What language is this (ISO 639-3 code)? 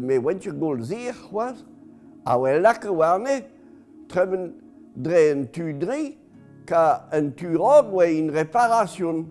bre